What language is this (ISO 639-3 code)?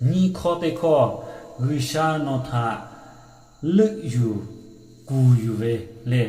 lhu